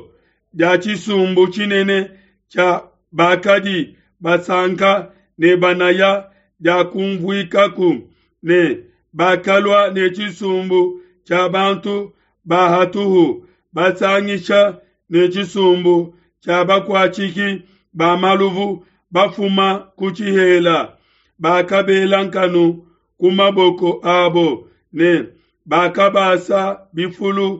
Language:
Luba-Lulua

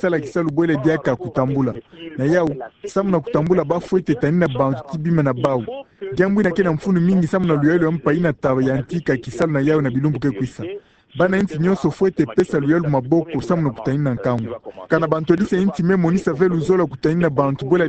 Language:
Kituba (Democratic Republic of Congo)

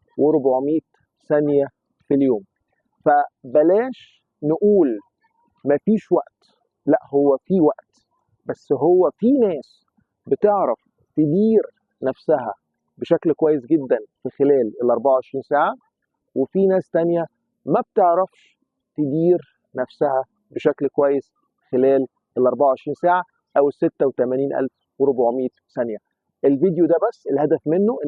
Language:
Egyptian Arabic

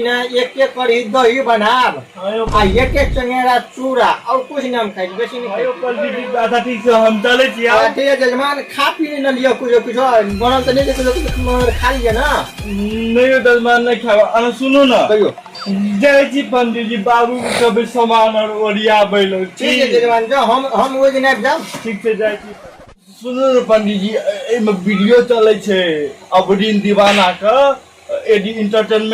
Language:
Maithili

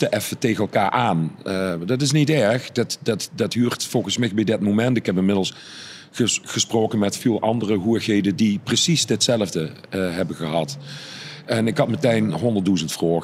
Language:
Limburgish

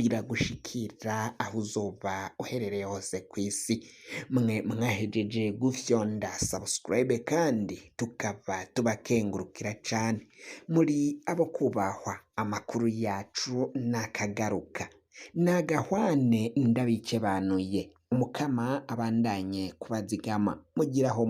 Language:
Rundi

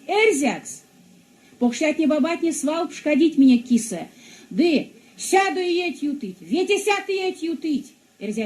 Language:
Erzya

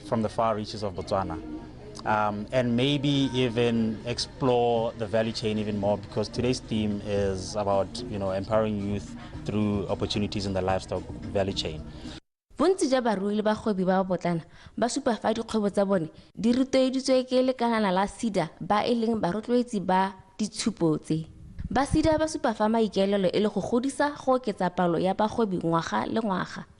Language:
Tswana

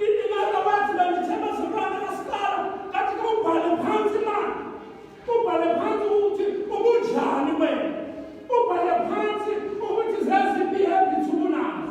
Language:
Xhosa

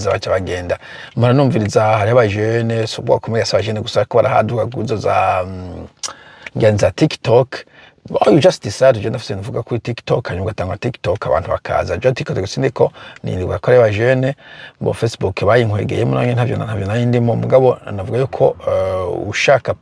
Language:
Rundi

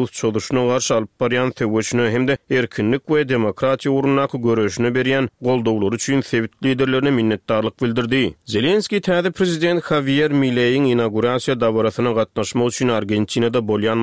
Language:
Turkmen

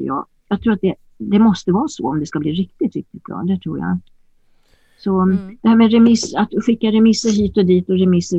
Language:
Swedish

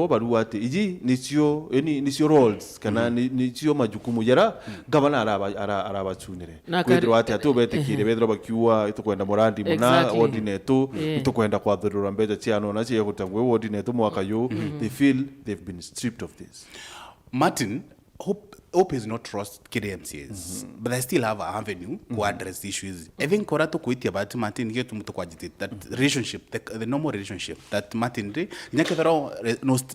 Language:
Meru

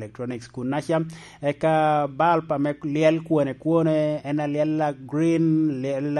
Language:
Lango (Uganda)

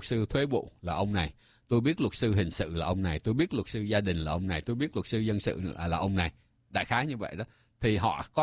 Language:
Vietnamese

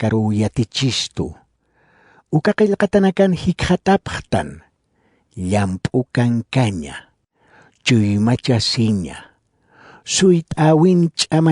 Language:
Aymara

